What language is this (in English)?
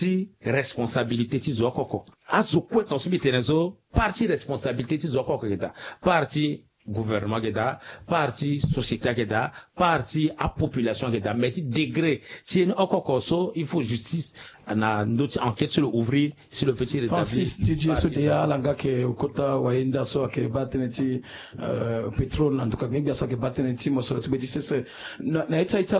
Sango